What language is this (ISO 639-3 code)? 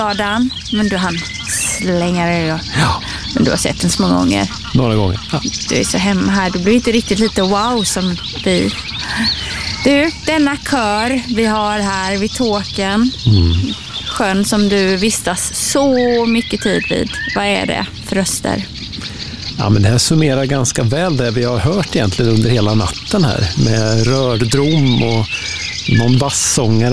swe